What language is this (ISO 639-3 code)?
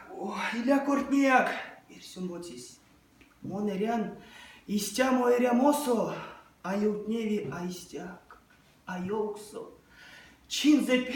myv